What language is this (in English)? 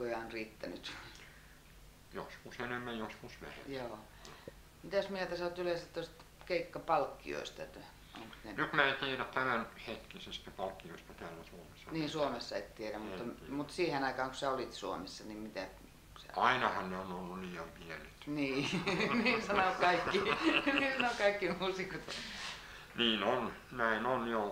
Finnish